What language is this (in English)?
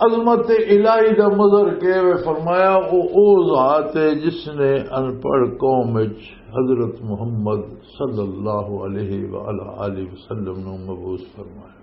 Western Panjabi